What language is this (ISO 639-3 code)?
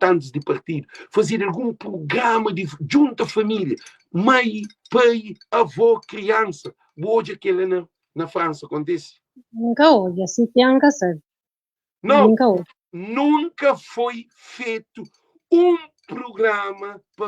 kea